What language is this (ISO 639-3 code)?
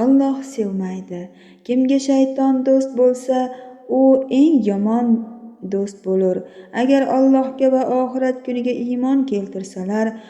uzb